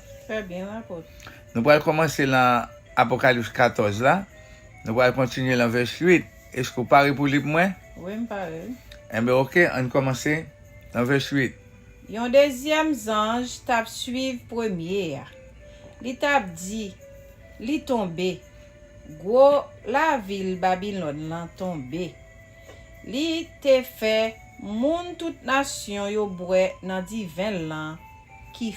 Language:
Haitian Creole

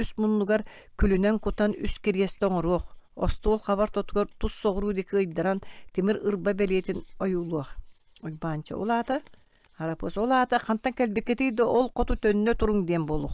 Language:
Yakut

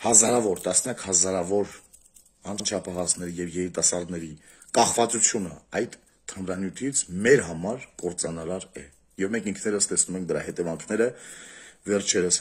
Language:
Armenian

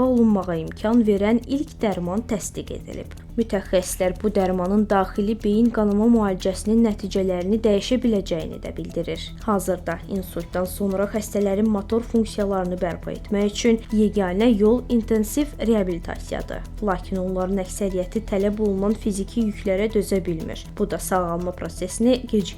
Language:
Azerbaijani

